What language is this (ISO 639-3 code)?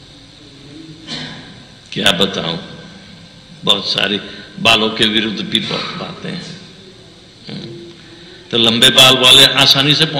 hin